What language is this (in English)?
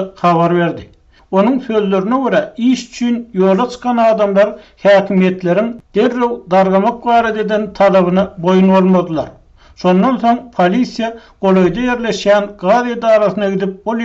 Turkmen